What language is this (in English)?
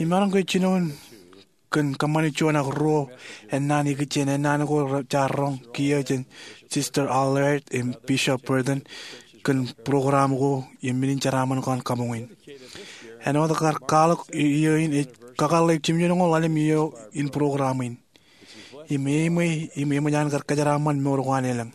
Marshallese